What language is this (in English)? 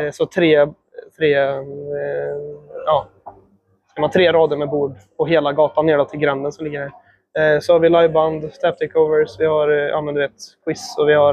Swedish